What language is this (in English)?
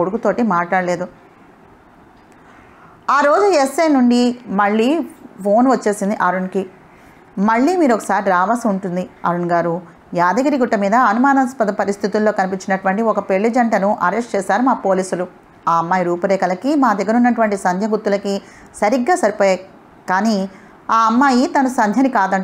Telugu